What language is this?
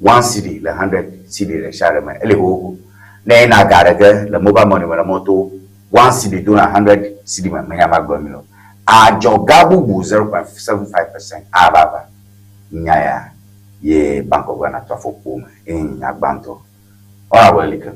Ewe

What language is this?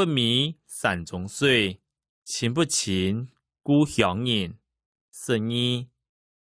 Hakka Chinese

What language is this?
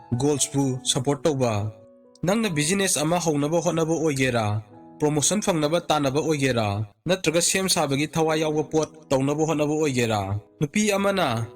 Manipuri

